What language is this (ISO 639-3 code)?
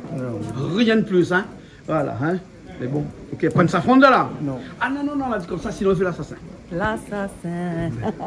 rcf